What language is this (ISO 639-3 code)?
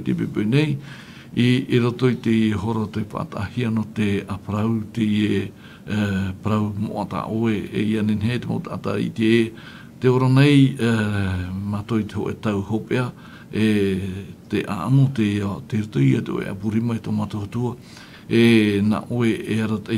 tah